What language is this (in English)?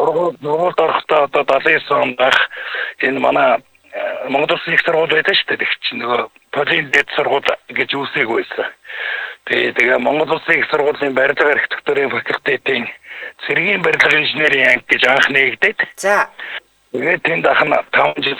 Mongolian